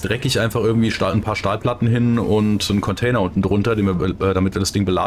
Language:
German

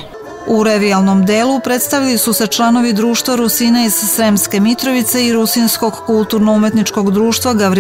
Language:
Serbian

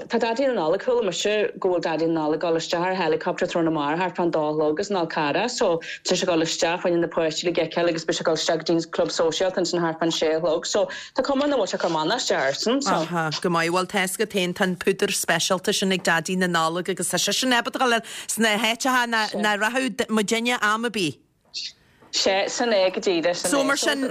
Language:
Irish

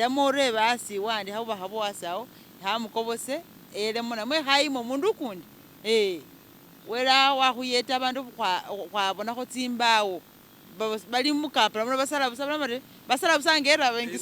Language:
Masaaba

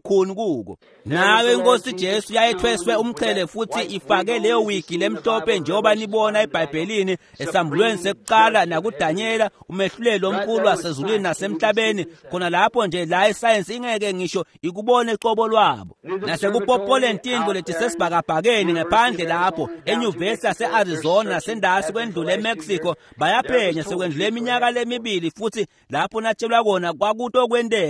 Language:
Swati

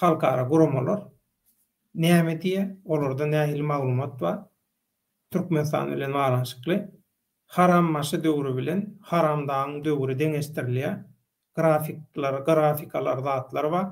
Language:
Turkmen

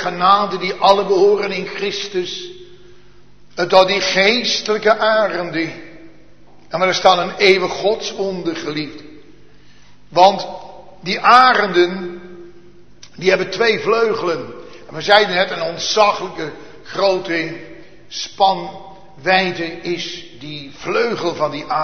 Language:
Dutch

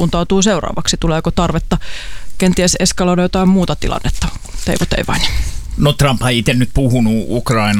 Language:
Finnish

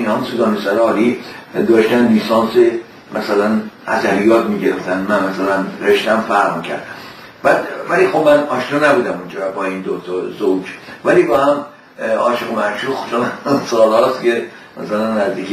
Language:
Persian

